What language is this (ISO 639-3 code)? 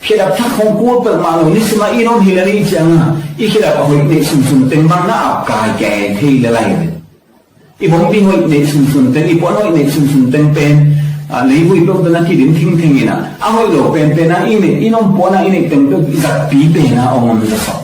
ctd